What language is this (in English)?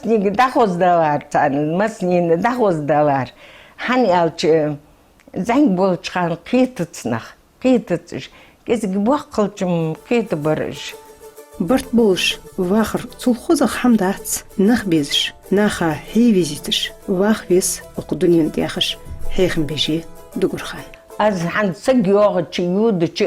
Ingush